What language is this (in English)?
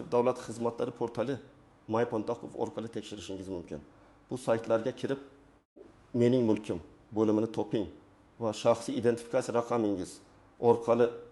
Uzbek